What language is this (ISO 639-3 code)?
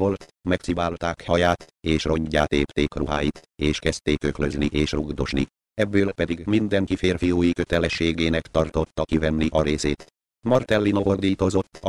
hun